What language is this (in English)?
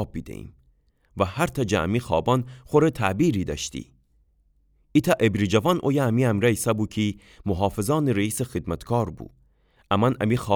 Gilaki